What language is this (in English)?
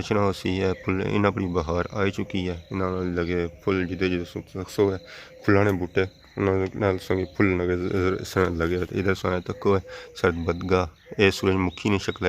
Pahari-Potwari